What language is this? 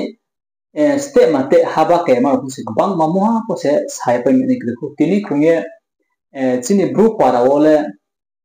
Riang (India)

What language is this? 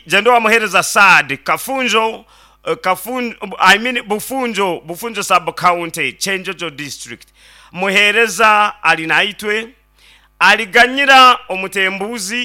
Nyankole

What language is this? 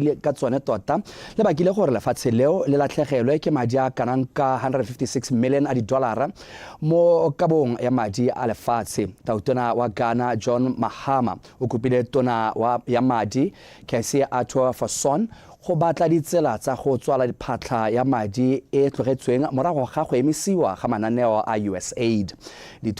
Tswana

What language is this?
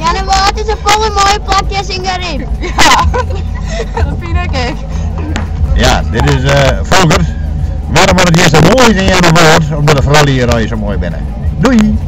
Western Frisian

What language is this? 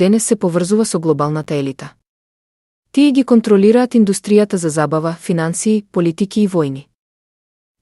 Macedonian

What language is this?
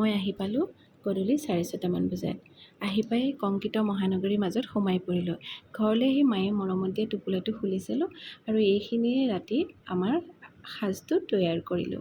Assamese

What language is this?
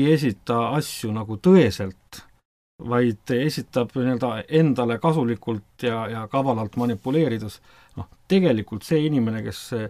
Estonian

